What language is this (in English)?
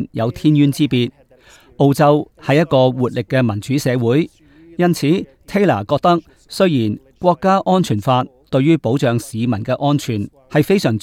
Cantonese